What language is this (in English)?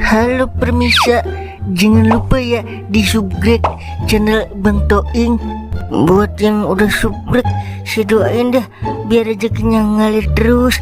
Betawi